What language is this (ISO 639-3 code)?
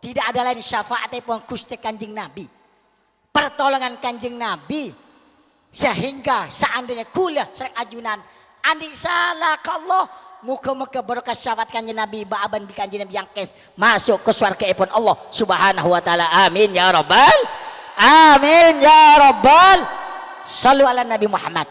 mad